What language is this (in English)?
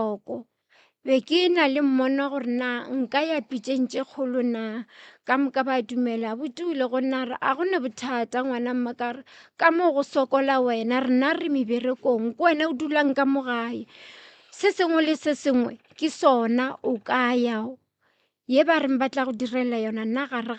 Northern Sotho